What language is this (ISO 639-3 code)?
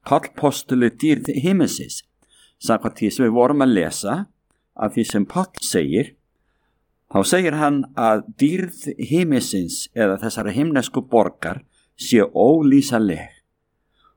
isl